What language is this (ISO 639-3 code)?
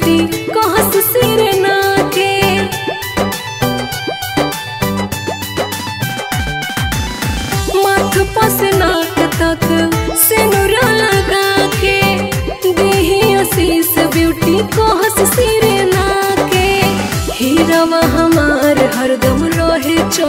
bho